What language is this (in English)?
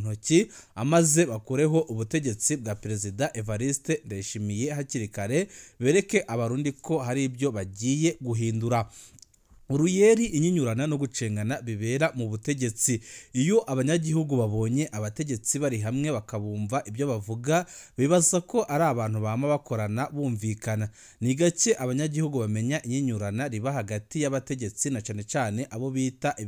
Rundi